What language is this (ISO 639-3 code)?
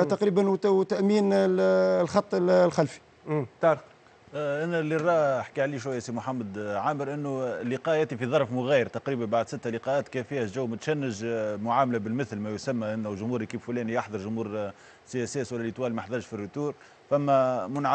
aeb